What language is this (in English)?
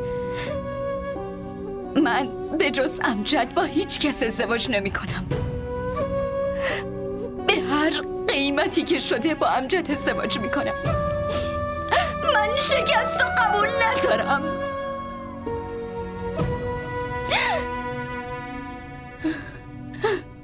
Persian